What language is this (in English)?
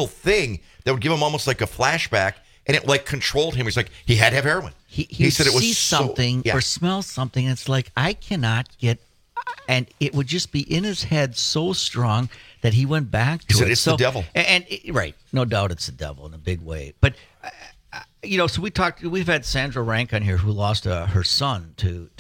English